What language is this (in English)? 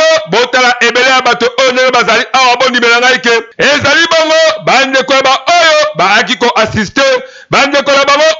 Lingala